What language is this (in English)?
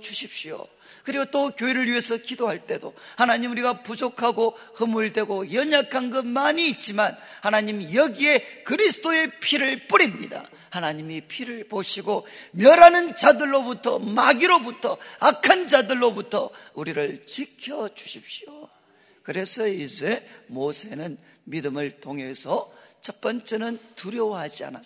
Korean